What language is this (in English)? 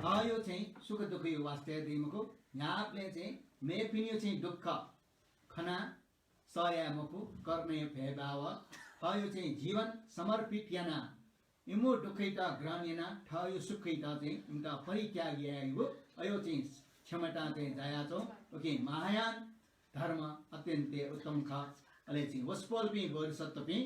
Newari